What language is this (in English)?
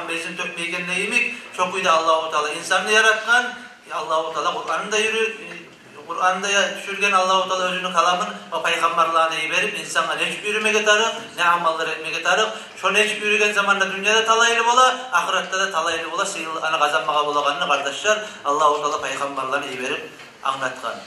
Kumyk